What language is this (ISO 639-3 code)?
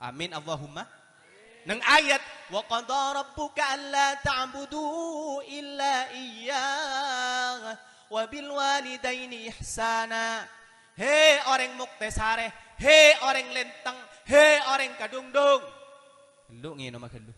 mad